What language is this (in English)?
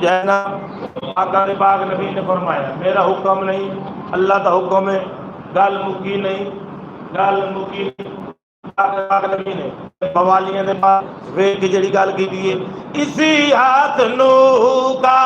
Saraiki